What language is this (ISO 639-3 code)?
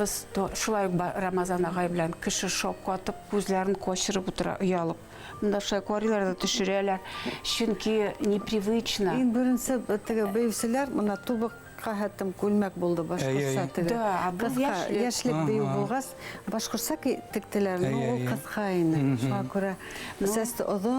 bak